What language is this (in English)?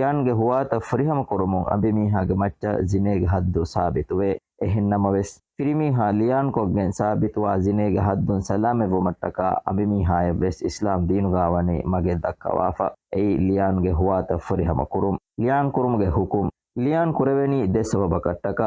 Divehi